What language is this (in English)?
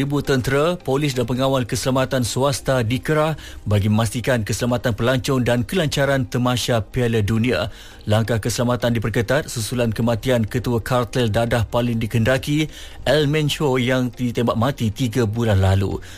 Malay